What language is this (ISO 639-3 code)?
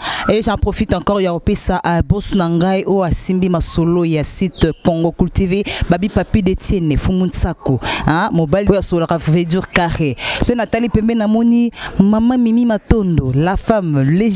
lin